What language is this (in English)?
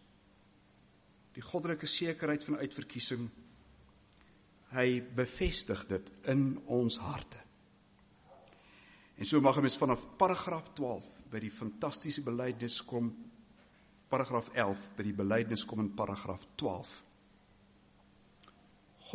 Afrikaans